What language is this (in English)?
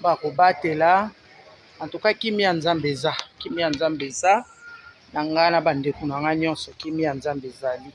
Lingala